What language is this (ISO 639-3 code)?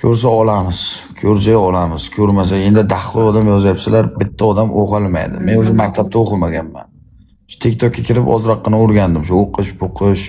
uzb